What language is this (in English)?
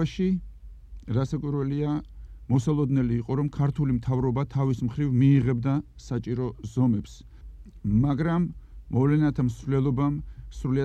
Georgian